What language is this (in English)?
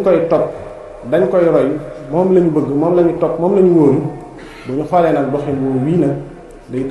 Wolof